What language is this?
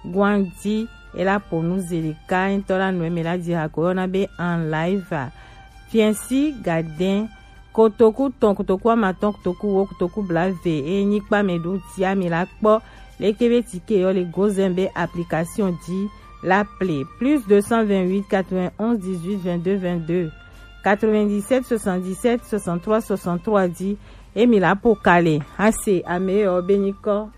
Gen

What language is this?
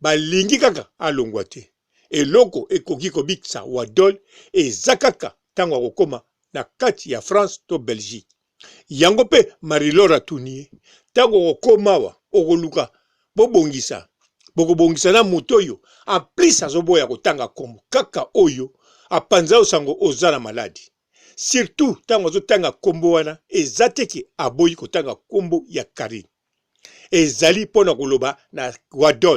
Lingala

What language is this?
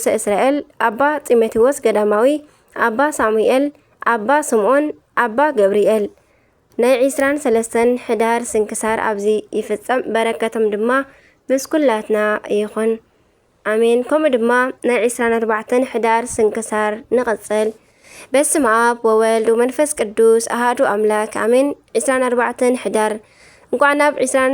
Tigrinya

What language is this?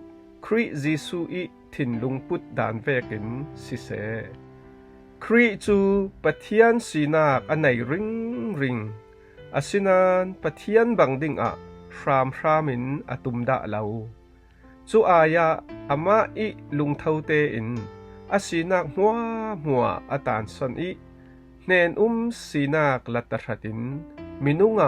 Falam Chin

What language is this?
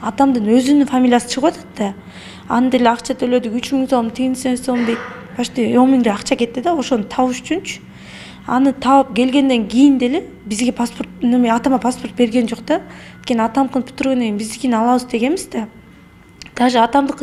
Kyrgyz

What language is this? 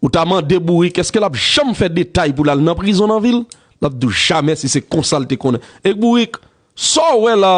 Haitian Creole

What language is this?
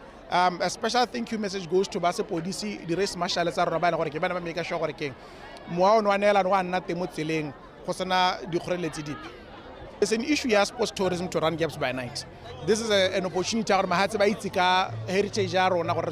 Tswana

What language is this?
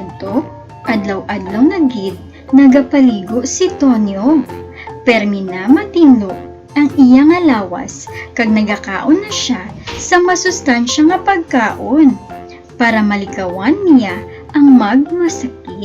Hiligaynon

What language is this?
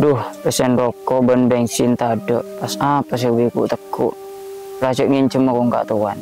Madurese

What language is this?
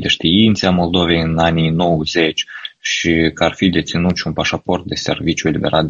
Romanian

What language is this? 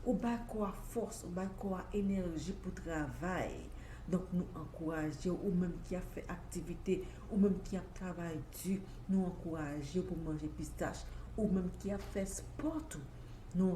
Haitian Creole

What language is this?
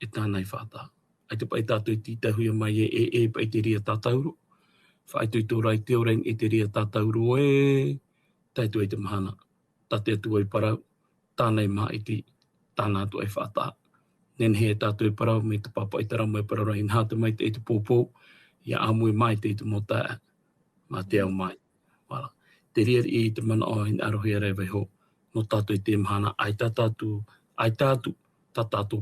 Tahitian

